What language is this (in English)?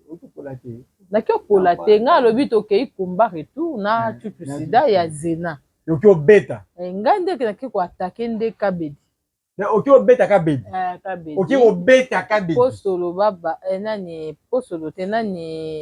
Lingala